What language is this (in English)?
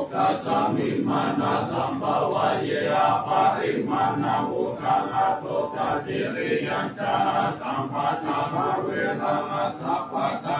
Pali